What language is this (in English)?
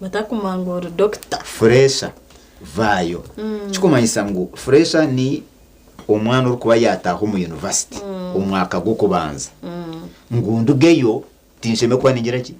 Nyankole